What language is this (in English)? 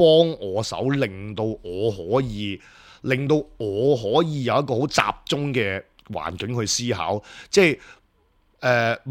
Cantonese